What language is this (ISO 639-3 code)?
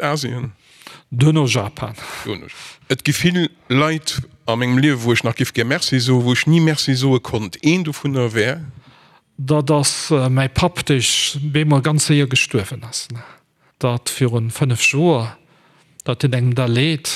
ltz